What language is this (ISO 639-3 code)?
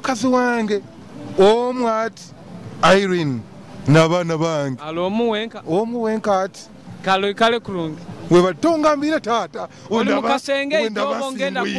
nyo